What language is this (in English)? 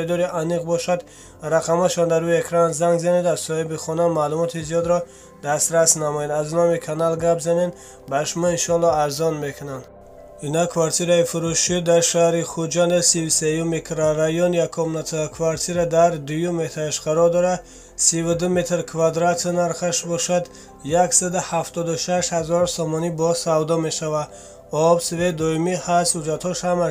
Tajik